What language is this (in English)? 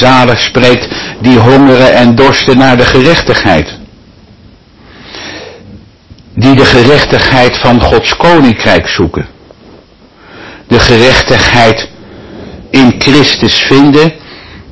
Dutch